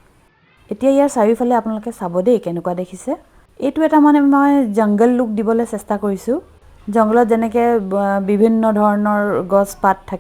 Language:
Assamese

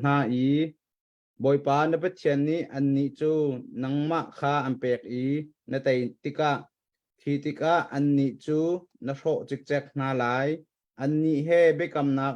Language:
Hakha Chin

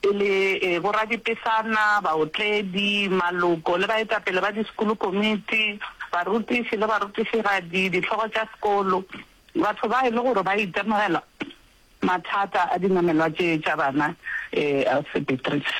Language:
Northern Sotho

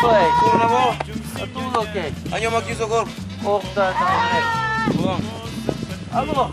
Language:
Kabuverdianu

